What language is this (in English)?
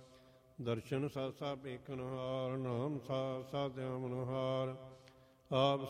Punjabi